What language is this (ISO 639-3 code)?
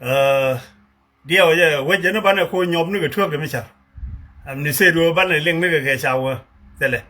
nus